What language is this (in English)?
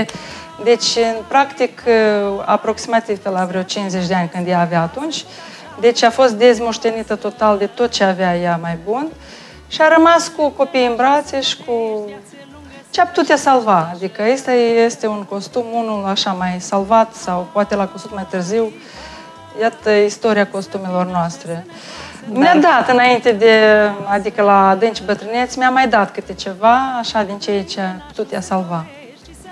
Romanian